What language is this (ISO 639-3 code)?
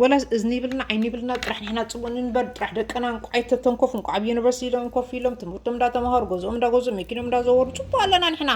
tir